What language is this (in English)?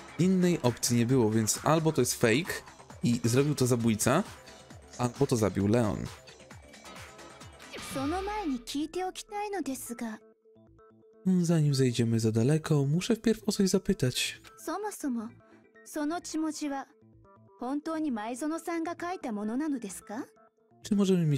Polish